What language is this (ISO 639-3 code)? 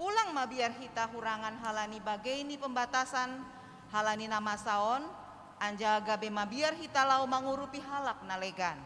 bts